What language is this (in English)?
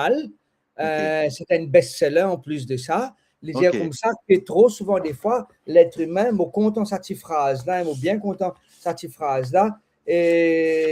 Morisyen